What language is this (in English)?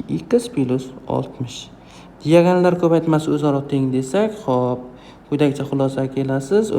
Uzbek